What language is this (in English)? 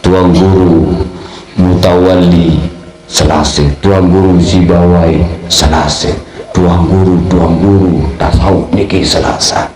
Sasak